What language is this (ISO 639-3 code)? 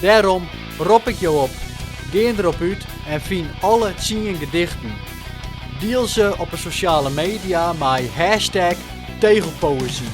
fry